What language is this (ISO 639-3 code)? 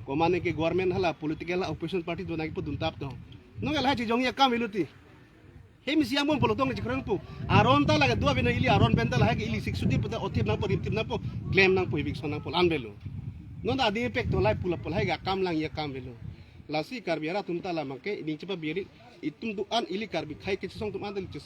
mjw